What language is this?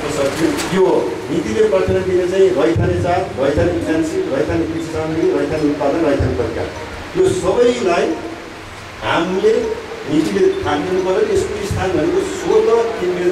Nepali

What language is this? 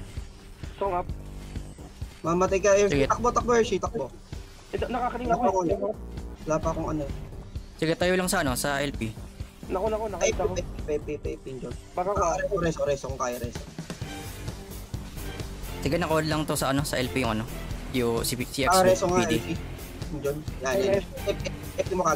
Filipino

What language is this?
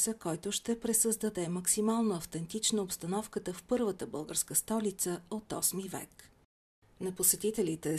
Bulgarian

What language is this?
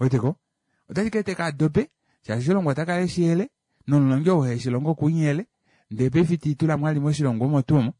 Kuanyama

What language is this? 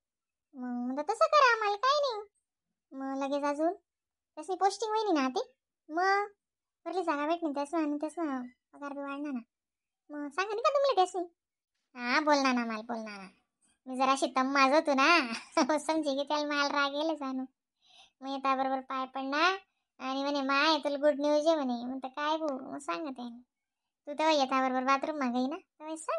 Khandesi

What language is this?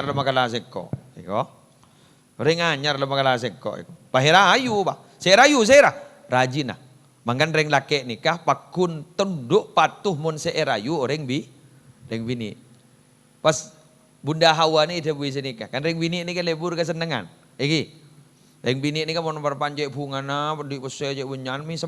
Madurese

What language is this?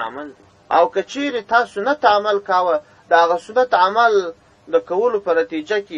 Pashto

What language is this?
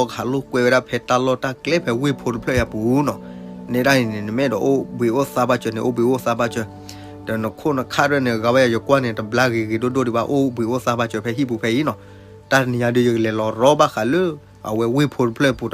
S'gaw Karen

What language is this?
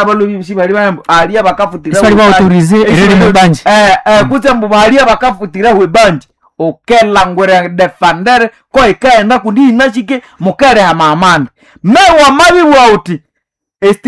Nande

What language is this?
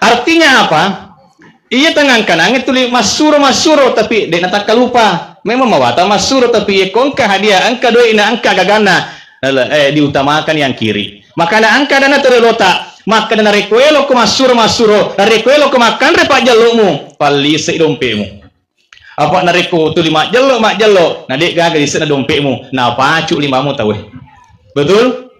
Buginese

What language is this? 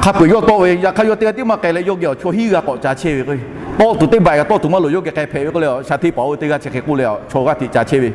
Lahu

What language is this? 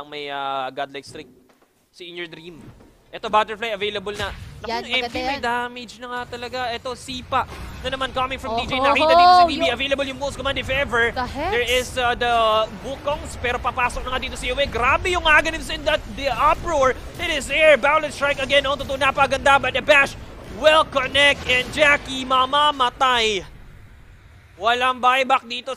Filipino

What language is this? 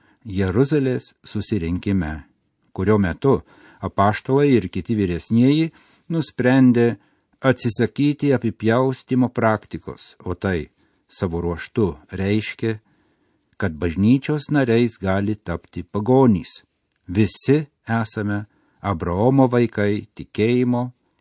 Lithuanian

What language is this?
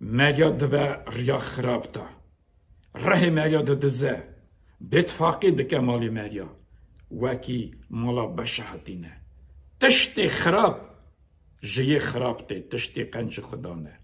Kurdish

